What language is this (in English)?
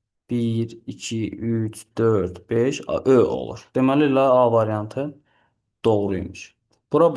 Azerbaijani